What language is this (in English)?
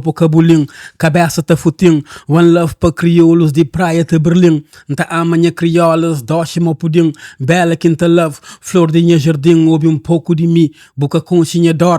Kabuverdianu